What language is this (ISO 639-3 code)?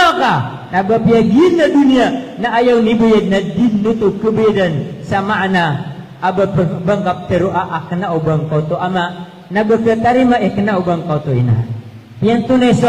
mrw